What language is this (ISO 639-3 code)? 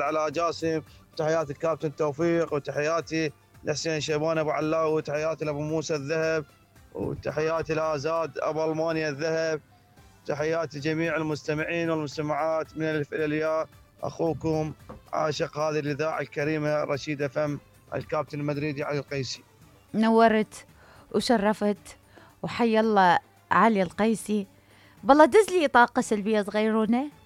acm